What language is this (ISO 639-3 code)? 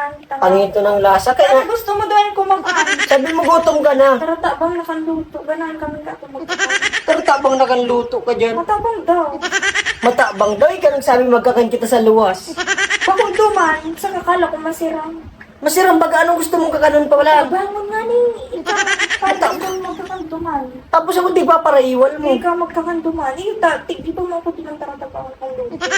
bik